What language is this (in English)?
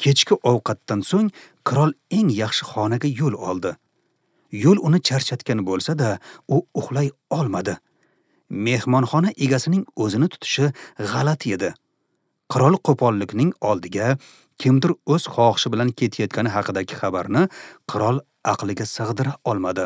Uzbek